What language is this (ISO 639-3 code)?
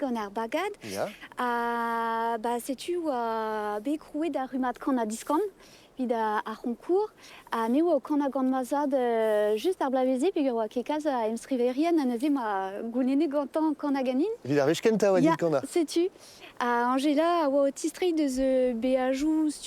bre